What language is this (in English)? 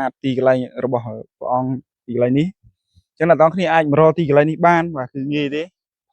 Khmer